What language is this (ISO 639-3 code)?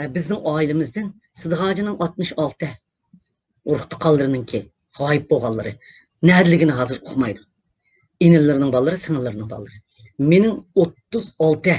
uig